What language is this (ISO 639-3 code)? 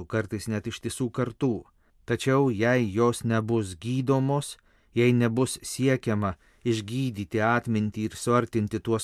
lit